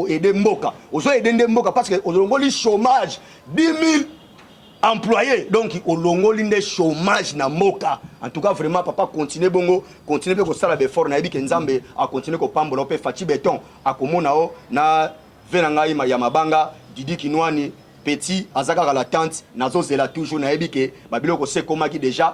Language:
Lingala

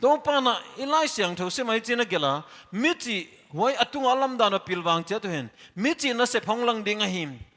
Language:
Paite Chin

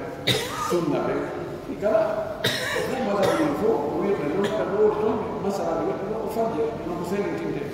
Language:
Pular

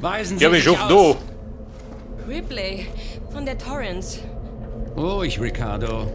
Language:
Bavarian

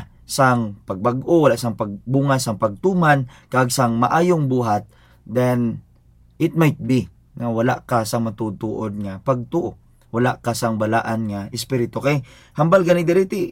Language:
Hiligaynon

